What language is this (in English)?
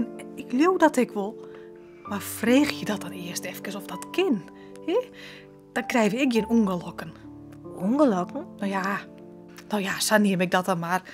Western Frisian